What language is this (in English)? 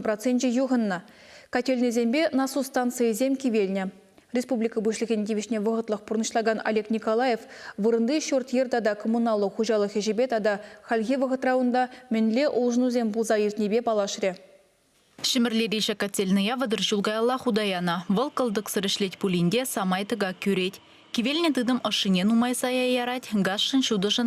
Chuvash